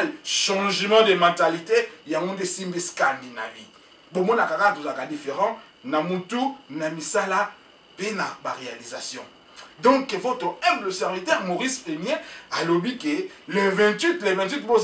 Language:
Lingala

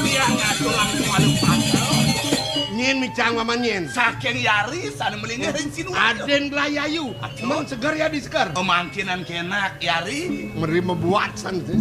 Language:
Balinese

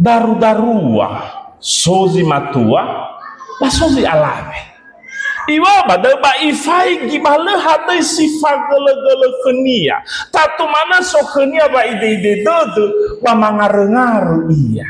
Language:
Nias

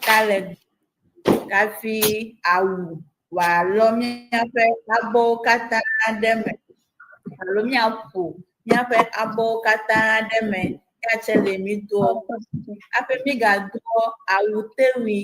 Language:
Ewe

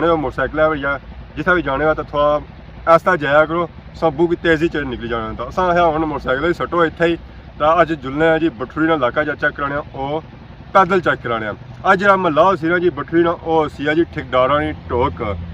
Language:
Pahari-Potwari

